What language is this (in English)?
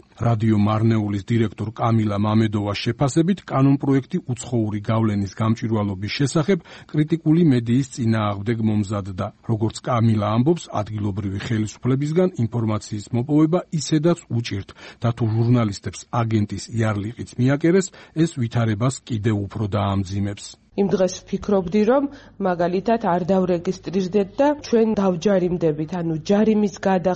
Georgian